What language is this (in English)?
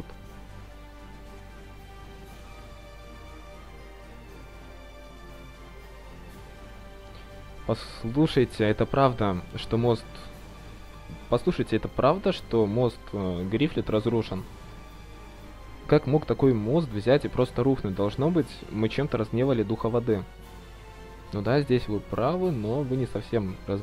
Russian